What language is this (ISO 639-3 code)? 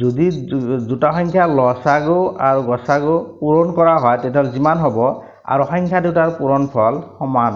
asm